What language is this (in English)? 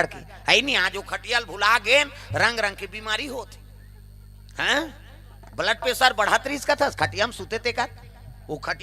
Chhattisgarhi